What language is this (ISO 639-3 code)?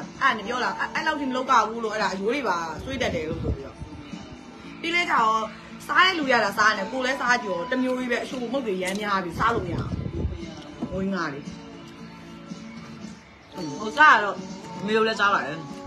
mya